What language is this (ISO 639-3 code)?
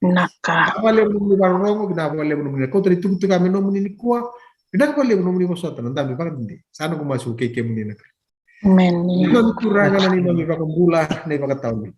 fij